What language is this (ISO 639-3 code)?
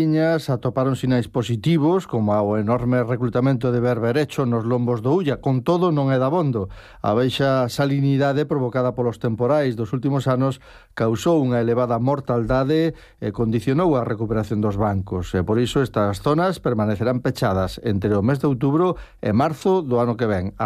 glg